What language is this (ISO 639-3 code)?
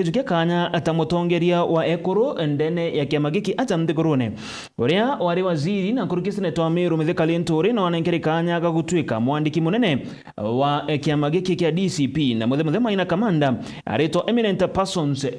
mer